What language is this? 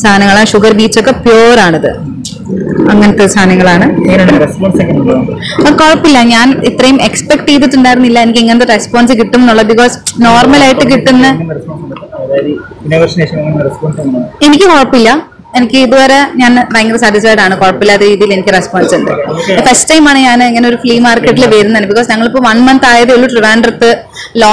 Malayalam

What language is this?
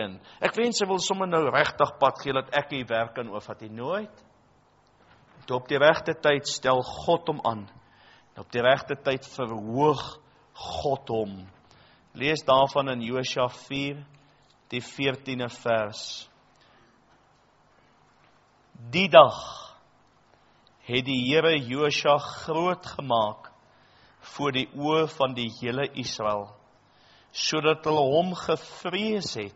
Afrikaans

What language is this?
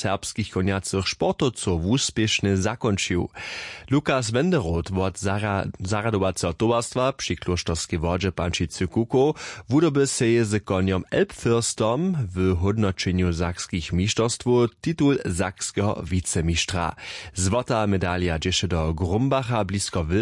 Upper Sorbian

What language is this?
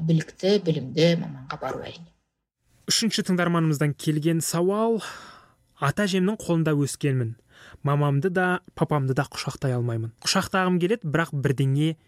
Kazakh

